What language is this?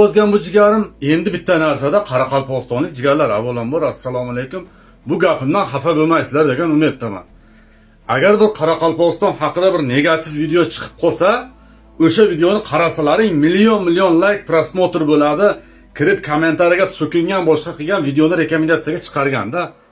Uzbek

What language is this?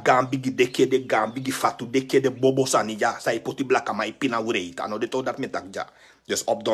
Sranan Tongo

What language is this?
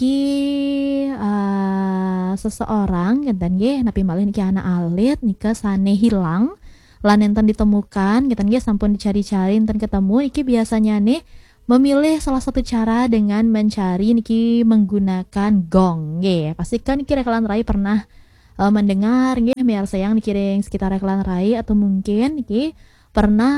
Balinese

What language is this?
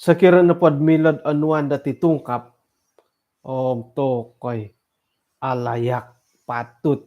Central Dusun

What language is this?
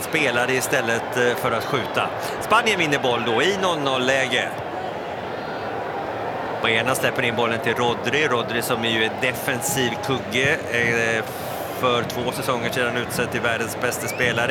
Swedish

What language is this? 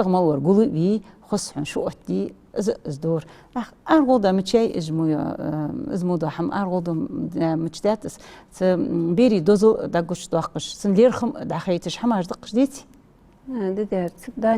Ingush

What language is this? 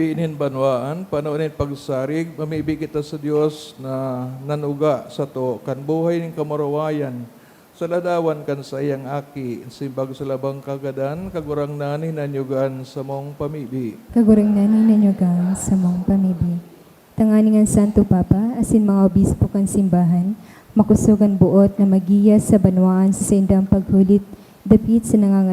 Bikol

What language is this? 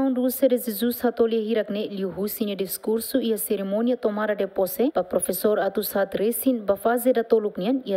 Tetum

